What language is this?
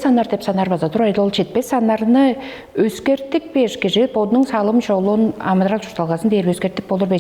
Tuvinian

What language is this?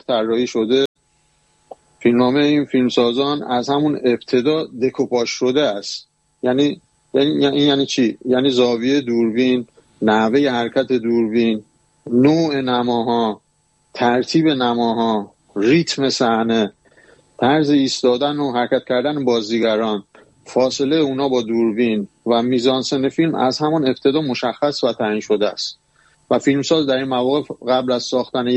Persian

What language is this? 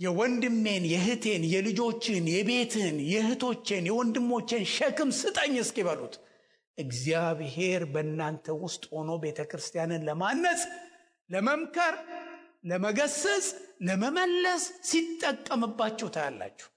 Amharic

